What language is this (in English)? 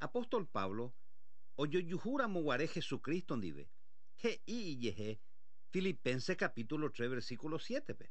Guarani